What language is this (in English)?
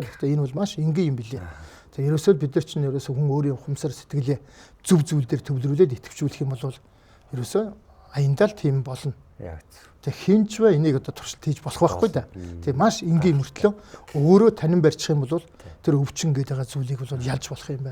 Mongolian